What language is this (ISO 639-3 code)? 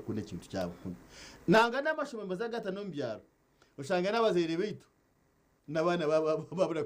nyn